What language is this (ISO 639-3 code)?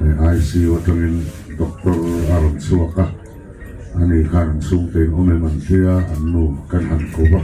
lus